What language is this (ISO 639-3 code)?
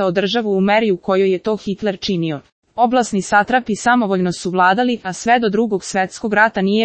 srp